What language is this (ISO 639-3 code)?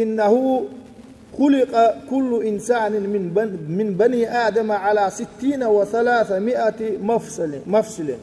che